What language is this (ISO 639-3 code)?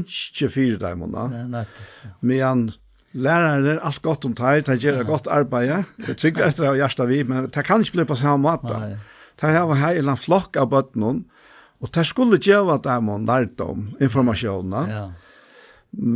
fao